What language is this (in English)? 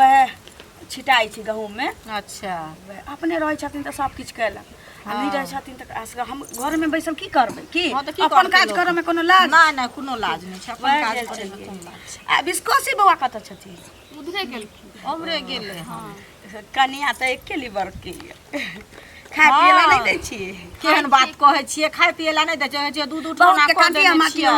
Maithili